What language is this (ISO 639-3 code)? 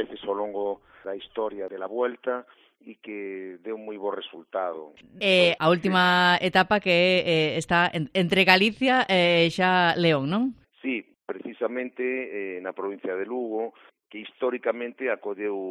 glg